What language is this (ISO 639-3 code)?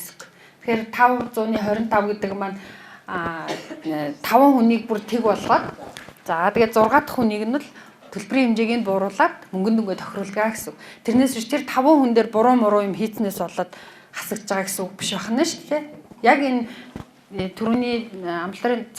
mon